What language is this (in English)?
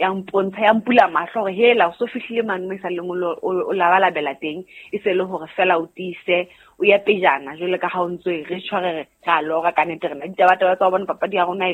Southern Sotho